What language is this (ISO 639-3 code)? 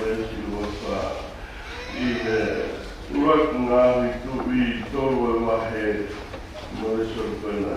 ton